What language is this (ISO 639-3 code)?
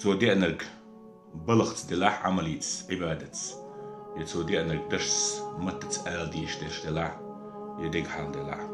che